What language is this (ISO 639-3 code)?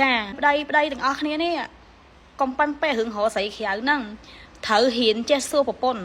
khm